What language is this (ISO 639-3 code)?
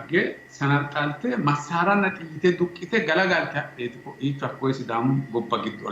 sid